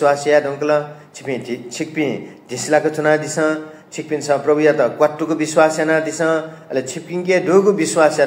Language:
Newari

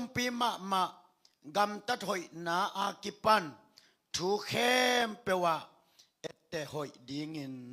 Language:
Tedim Chin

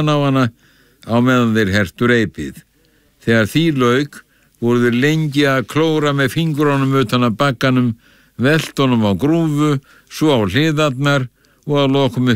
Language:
Icelandic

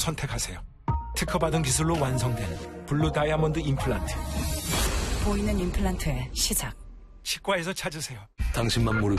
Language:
Korean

